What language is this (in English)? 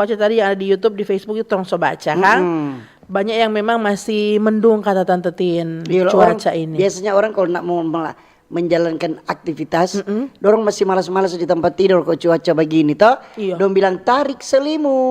Manado Malay